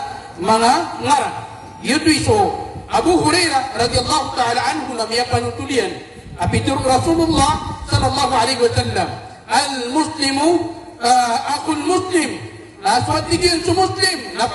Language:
Maranao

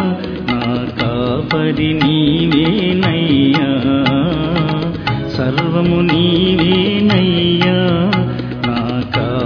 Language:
Telugu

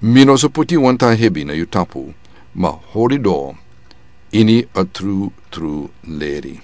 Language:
Sranan Tongo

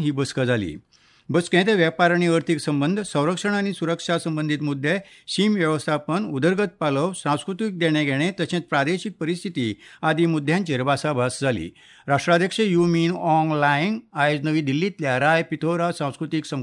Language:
Konkani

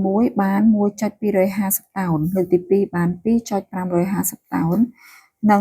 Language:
Khmer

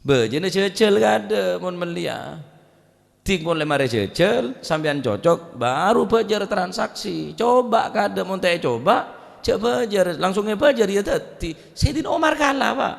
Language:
Madurese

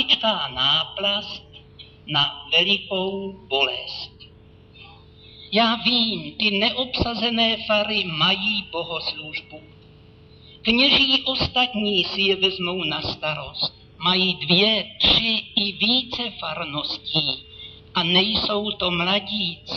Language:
Czech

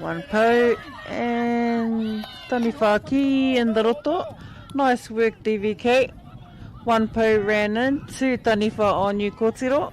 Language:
Māori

